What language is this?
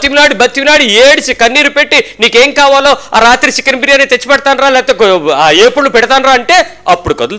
Telugu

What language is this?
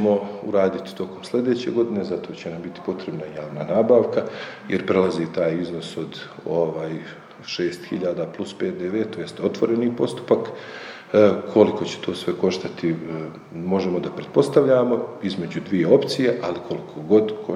Bosnian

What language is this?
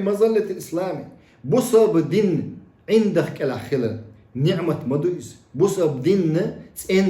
Chechen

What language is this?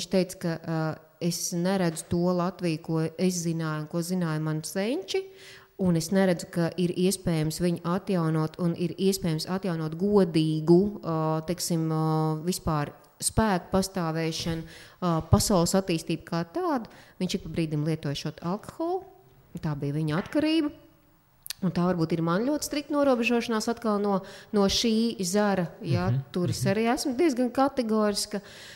Latvian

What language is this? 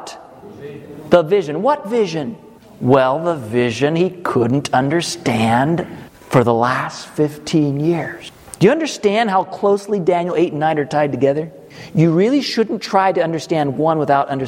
English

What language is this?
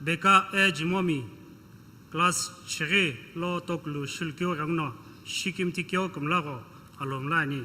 Sumi Naga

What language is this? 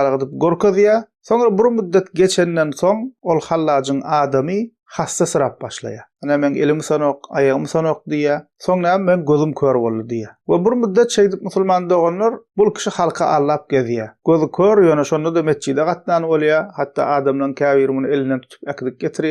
Turkmen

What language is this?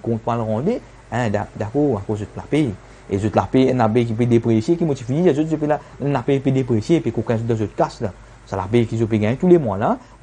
Morisyen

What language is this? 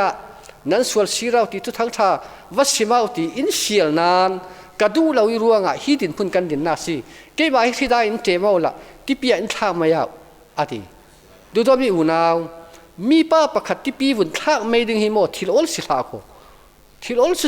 Falam Chin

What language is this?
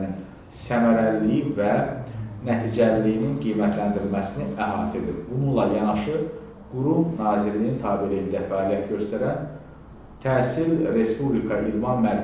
Azerbaijani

